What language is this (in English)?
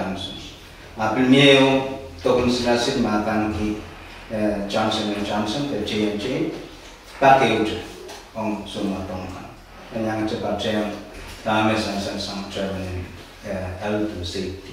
Pohnpeian